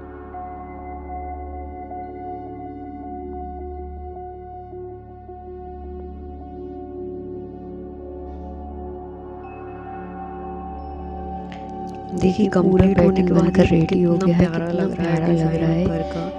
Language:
Hindi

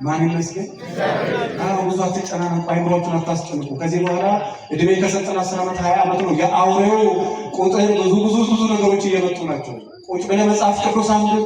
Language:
Amharic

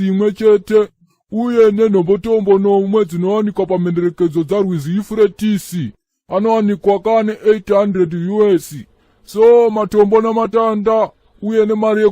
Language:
Shona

